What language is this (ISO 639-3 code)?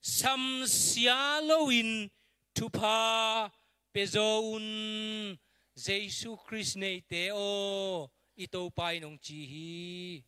ctd